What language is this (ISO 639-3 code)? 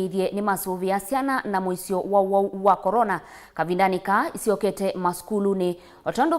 kam